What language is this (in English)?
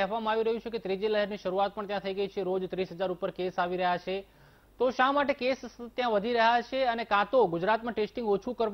Gujarati